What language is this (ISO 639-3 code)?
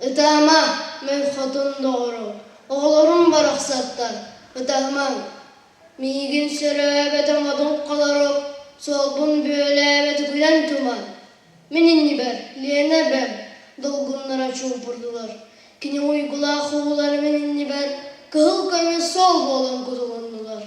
sah